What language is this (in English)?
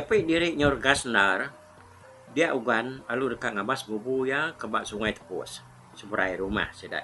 Iban